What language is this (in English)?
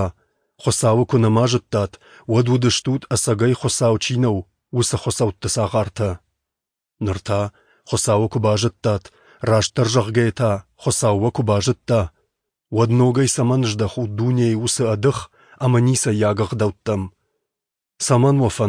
Ossetic